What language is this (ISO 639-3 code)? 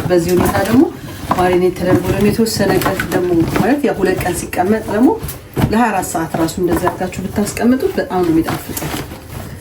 amh